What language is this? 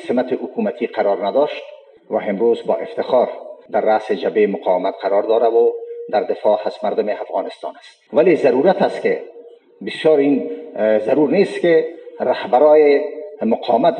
Persian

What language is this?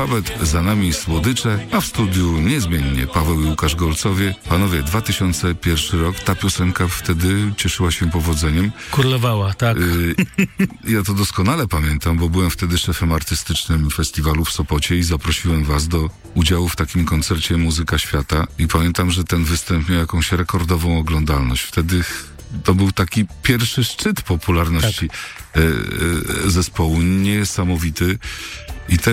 Polish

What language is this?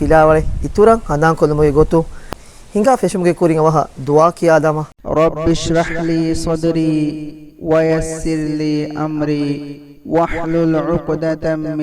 Divehi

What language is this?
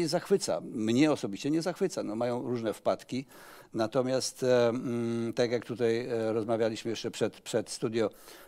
Polish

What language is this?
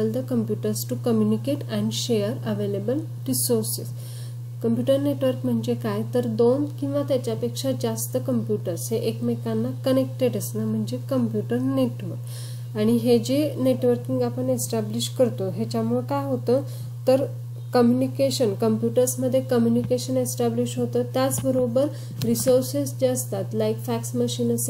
Marathi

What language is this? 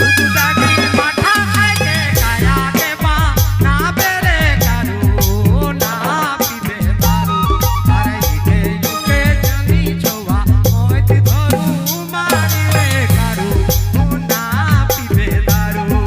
Sadri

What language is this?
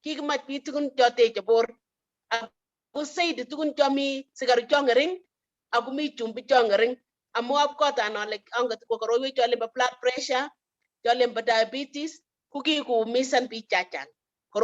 Kalenjin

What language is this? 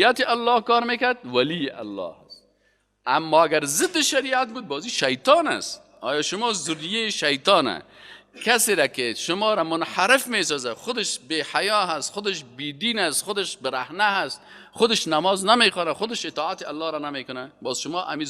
Persian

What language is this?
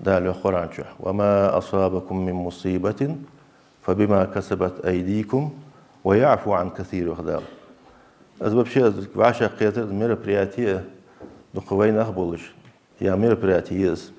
Ingush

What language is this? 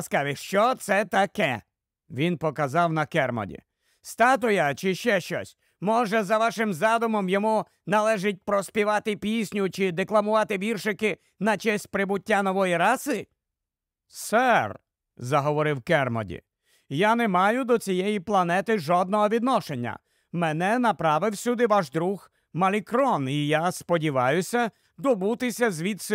Ukrainian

